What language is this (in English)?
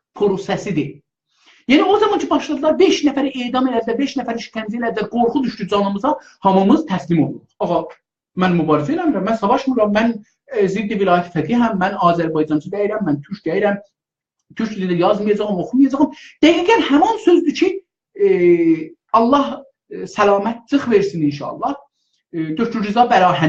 South Azerbaijani